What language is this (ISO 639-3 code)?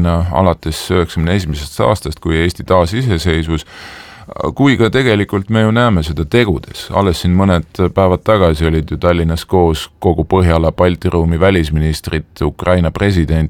est